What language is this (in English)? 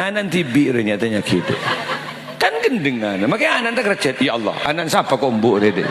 Madurese